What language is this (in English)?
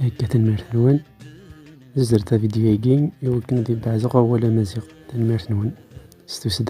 Kabyle